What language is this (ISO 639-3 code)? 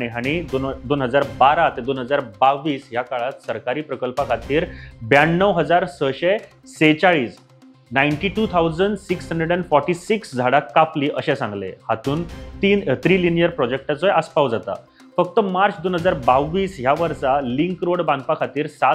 kok